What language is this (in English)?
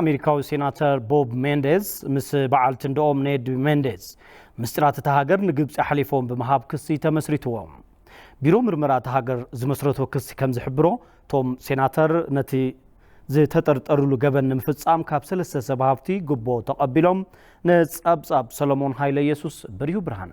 Tigrinya